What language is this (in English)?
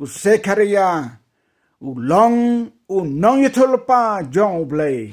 Khasi